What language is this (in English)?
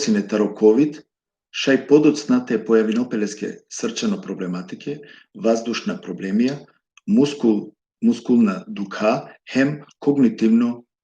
Balkan Romani